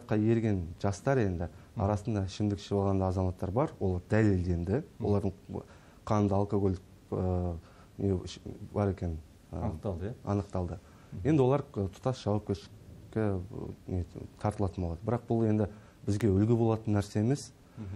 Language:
Kazakh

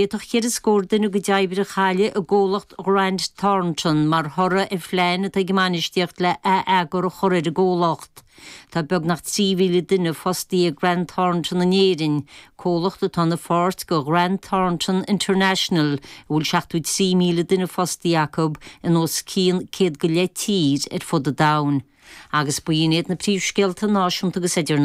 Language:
Irish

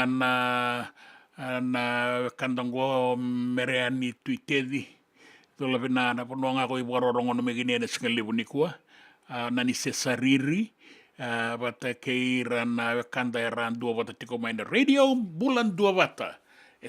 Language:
Fijian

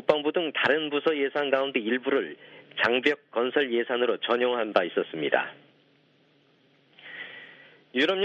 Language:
Korean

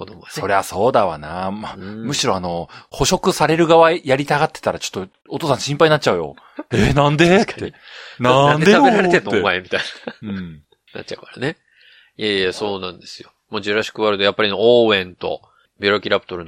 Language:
Japanese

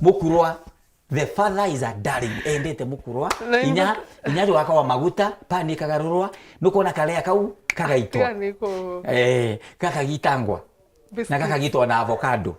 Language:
Meru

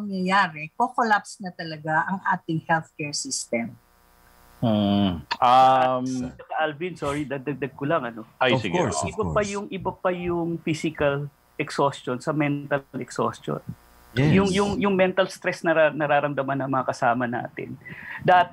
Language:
Filipino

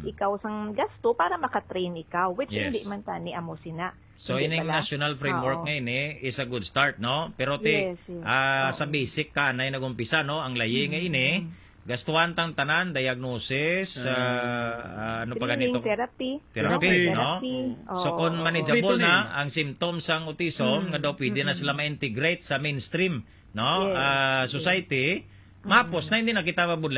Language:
Hiligaynon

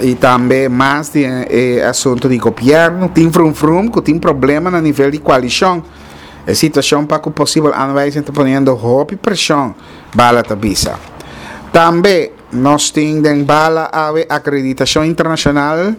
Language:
Papiamento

